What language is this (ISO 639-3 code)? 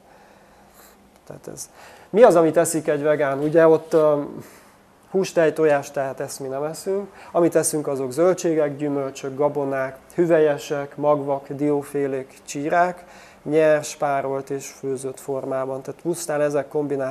hun